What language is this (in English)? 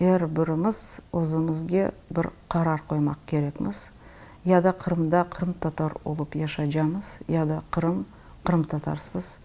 Crimean Tatar